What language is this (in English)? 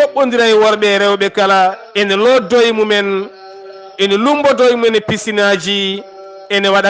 Fula